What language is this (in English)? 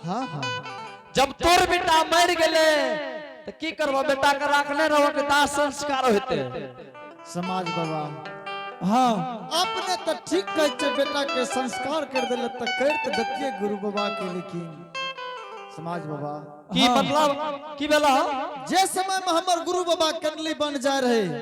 Angika